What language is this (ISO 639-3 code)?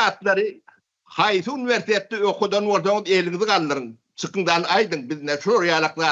tuk